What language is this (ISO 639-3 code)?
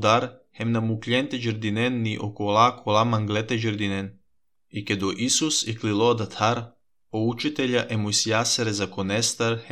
srp